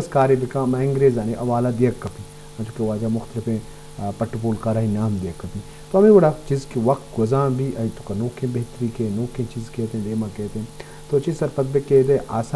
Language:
Eastern Balochi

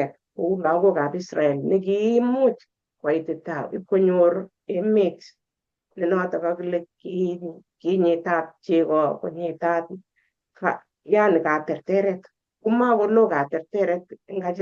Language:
Kalenjin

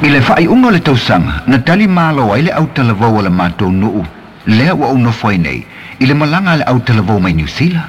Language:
Samoan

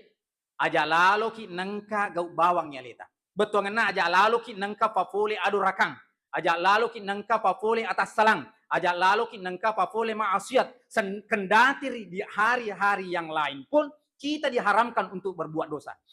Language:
Buginese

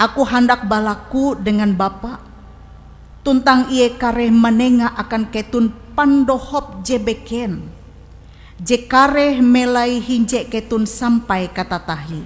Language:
Ngaju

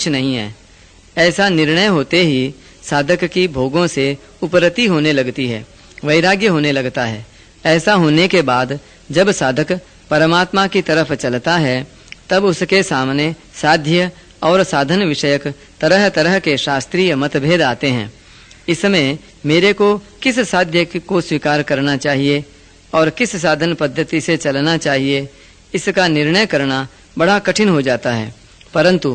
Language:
Hindi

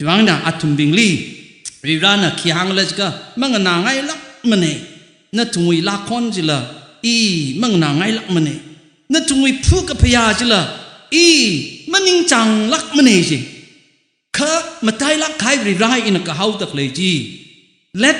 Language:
Tangkhul Naga (India)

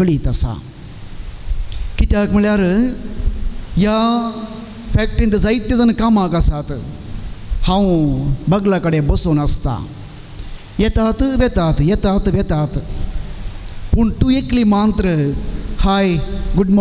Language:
Konkani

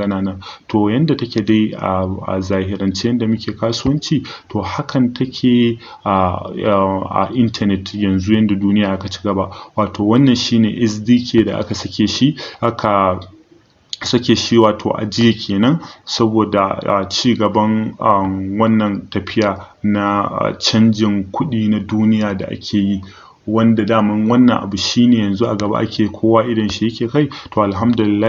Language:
Hausa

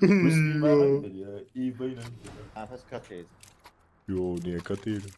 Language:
South Azerbaijani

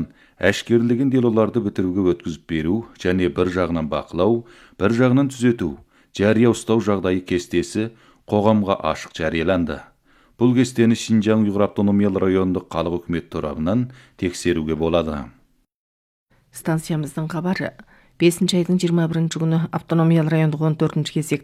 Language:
Kazakh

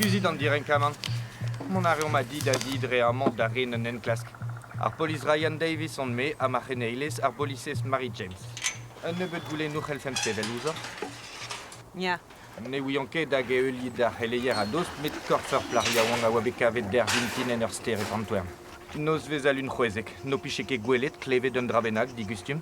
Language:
Breton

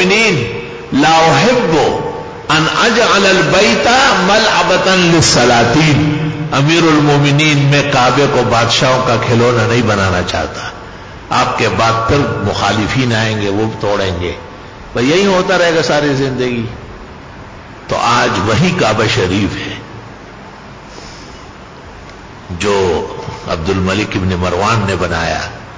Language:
Urdu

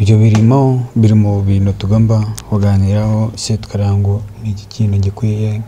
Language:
Kinyarwanda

